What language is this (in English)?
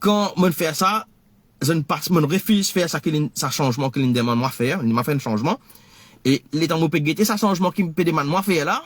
Morisyen